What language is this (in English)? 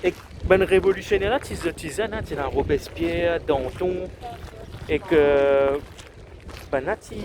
Morisyen